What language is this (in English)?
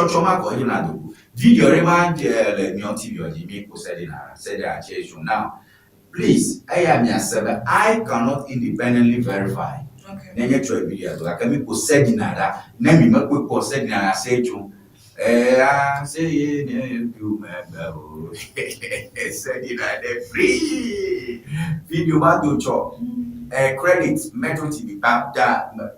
Ewe